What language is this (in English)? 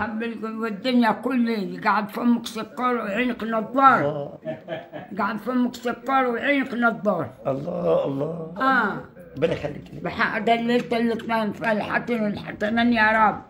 Egyptian Arabic